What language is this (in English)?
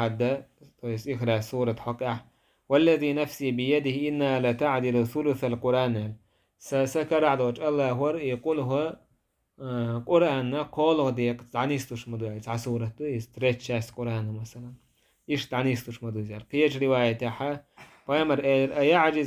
Chechen